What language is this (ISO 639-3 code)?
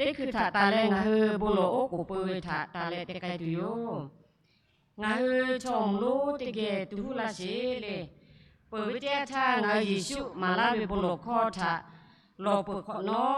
lhu